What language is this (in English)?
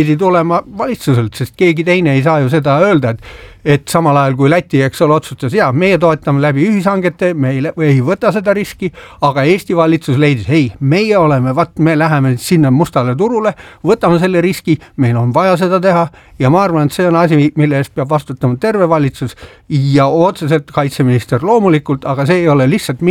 Estonian